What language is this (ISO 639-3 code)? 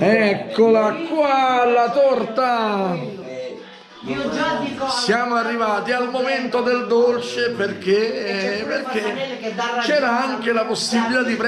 ita